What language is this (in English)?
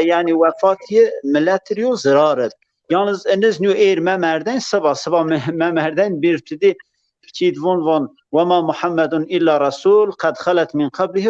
Zaza